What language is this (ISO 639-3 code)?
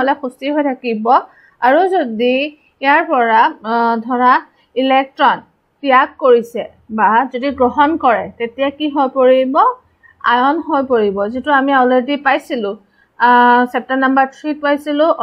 asm